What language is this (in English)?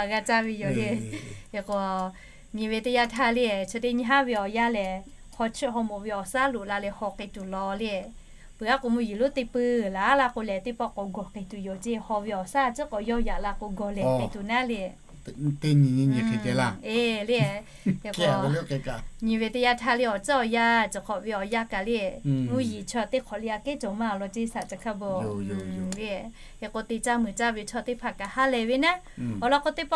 Lahu